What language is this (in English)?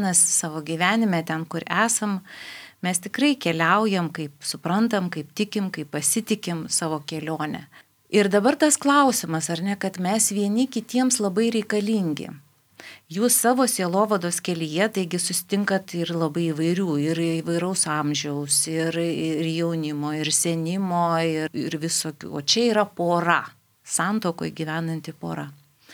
Lithuanian